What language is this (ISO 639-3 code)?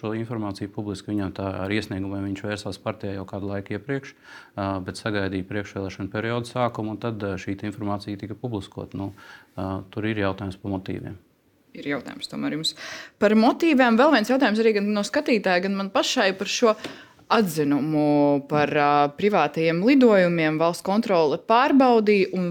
lav